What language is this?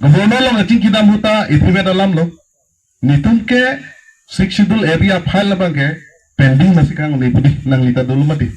Karbi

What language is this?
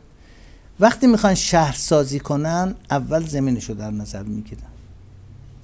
Persian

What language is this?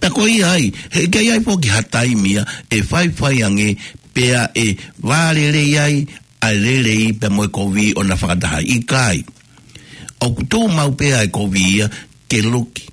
Tongan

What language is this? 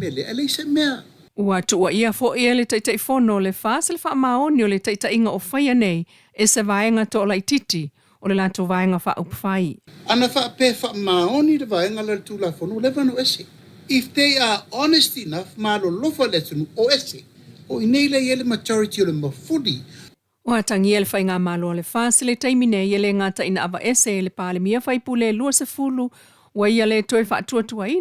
Samoan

